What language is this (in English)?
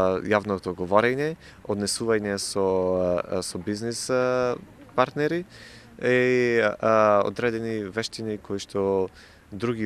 Macedonian